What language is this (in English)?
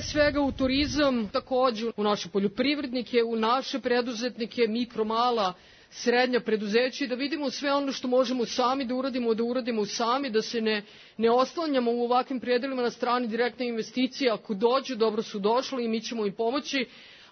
Serbian